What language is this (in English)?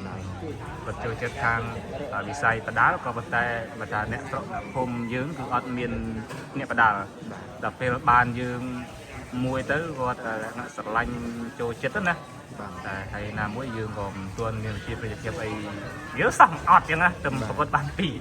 Khmer